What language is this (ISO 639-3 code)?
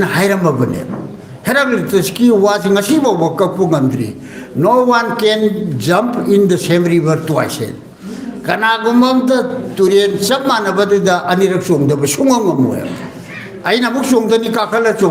mni